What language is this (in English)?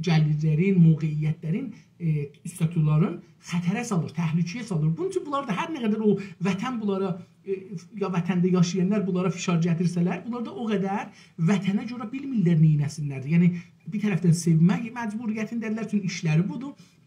South Azerbaijani